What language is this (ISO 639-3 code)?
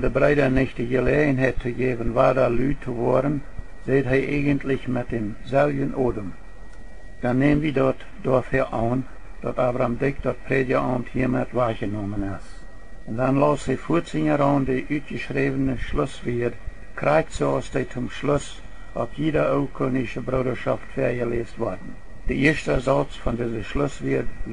pdt